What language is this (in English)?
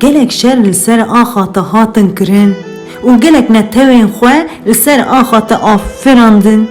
Kurdish